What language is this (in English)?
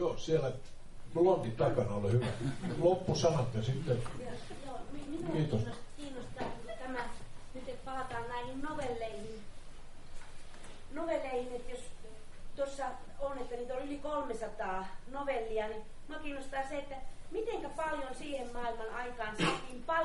Finnish